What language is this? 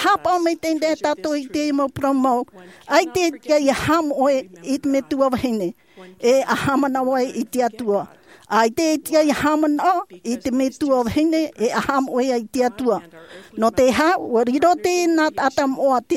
Tahitian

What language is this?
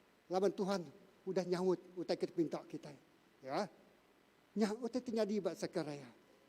Iban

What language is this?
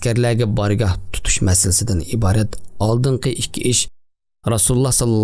Uyghur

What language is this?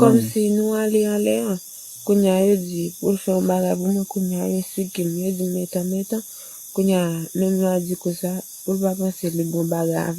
Haitian Creole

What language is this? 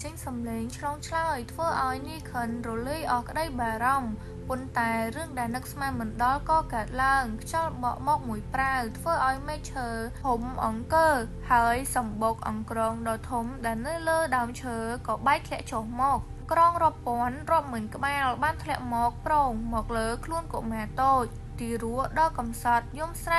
Khmer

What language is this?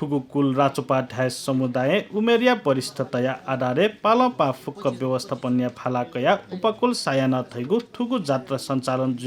Newari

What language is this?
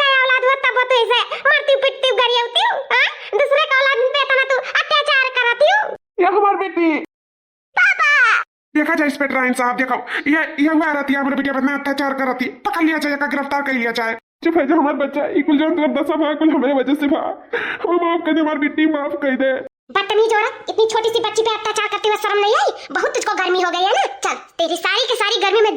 Awadhi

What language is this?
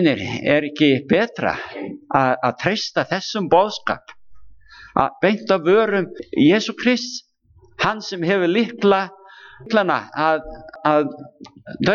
Icelandic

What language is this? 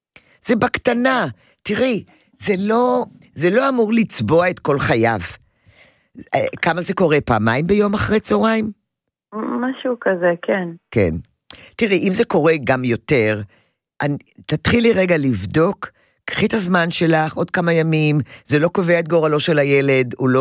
Hebrew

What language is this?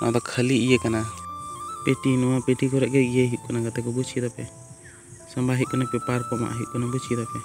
Santali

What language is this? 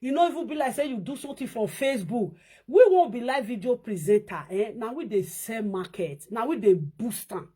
Nigerian Pidgin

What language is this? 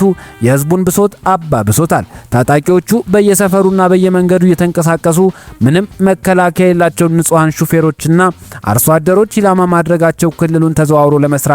Amharic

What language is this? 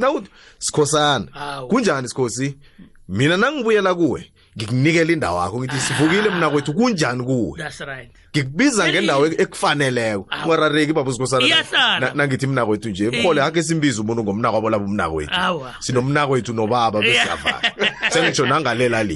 South Ndebele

